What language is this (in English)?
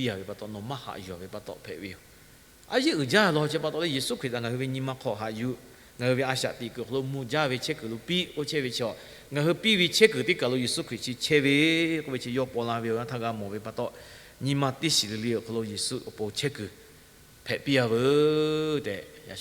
Lahu